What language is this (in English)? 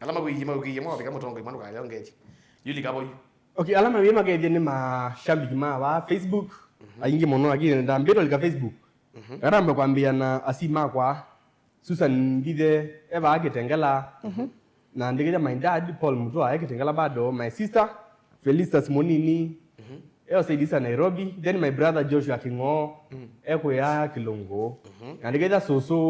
Kamba